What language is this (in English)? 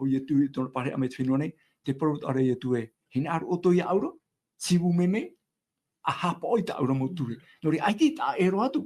Tahitian